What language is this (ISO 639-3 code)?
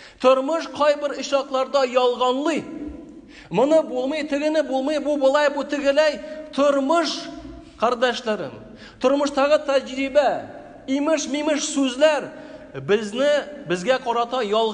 tat